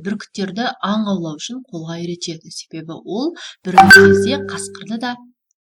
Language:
Kazakh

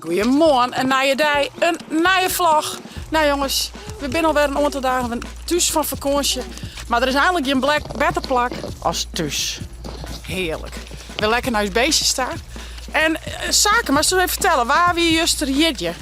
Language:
Western Frisian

